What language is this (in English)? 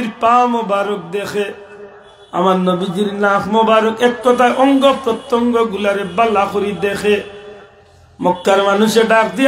Sylheti